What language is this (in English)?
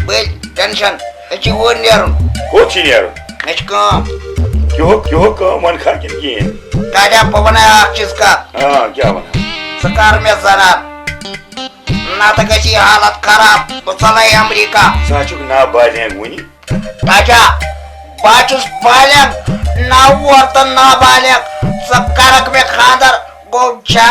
Kashmiri